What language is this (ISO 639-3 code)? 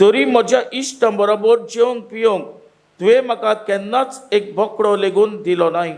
kok